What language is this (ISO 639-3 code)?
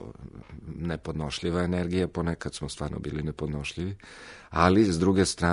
srp